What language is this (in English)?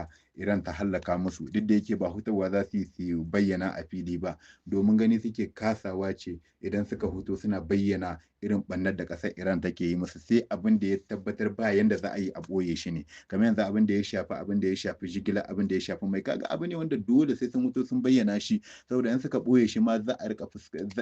Hausa